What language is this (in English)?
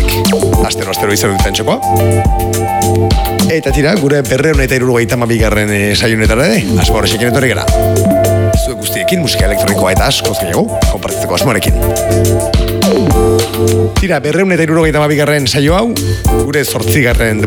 Basque